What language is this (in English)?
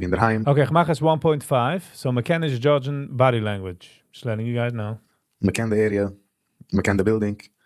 Yiddish